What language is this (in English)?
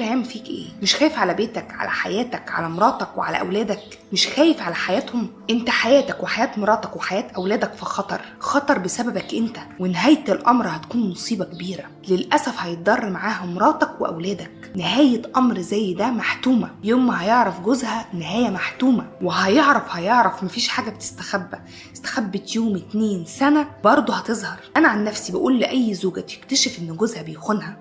Egyptian Arabic